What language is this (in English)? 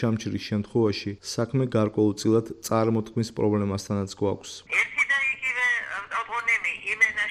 Georgian